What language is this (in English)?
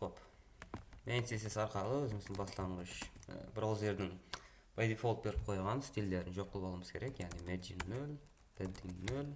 Kara-Kalpak